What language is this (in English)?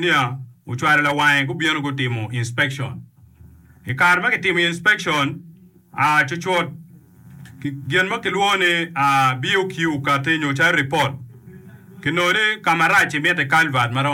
Acoli